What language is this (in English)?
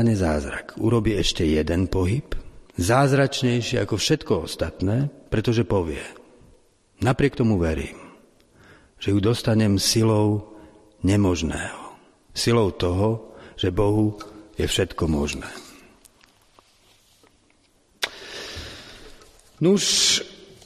Slovak